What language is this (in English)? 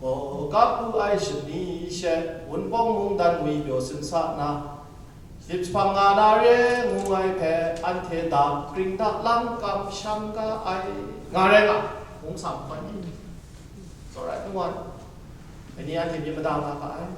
Kachin